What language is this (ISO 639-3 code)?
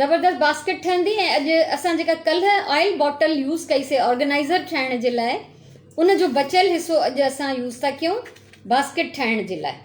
snd